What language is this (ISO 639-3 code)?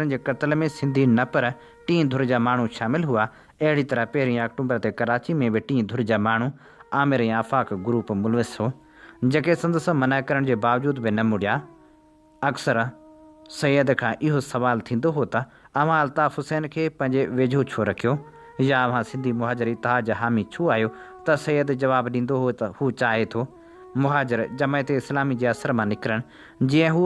snd